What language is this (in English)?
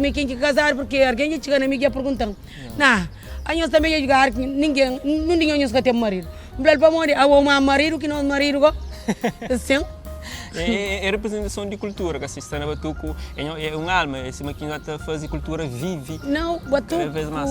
Kabuverdianu